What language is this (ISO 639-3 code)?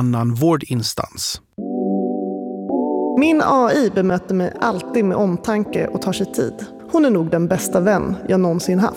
swe